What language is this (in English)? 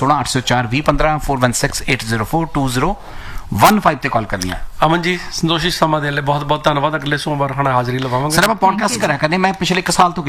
Punjabi